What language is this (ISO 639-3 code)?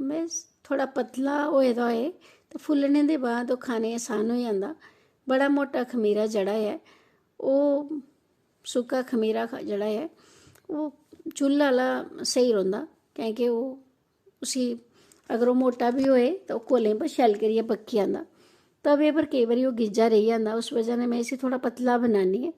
doi